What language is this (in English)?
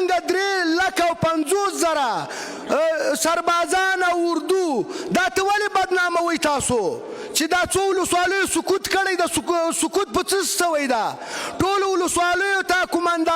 Pashto